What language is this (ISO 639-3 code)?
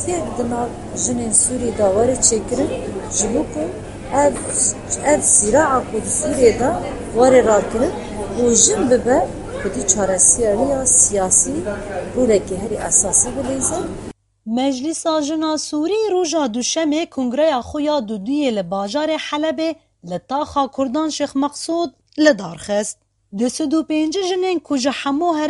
kur